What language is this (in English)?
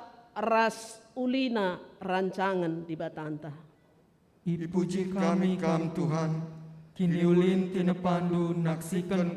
Batak Karo